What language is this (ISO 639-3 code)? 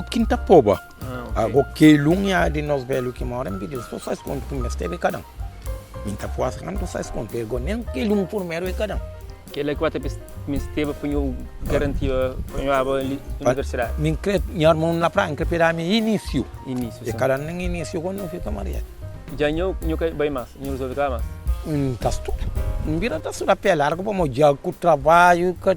kea